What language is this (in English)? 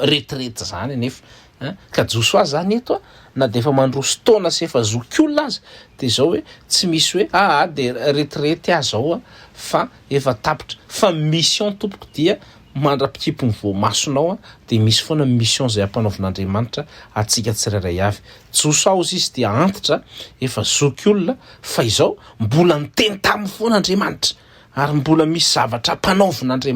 Malagasy